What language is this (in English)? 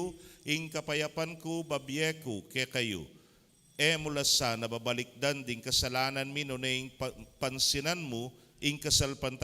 Pampanga